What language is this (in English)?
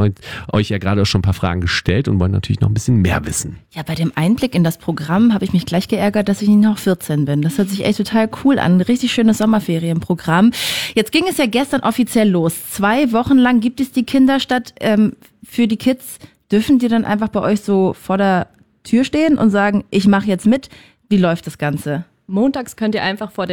German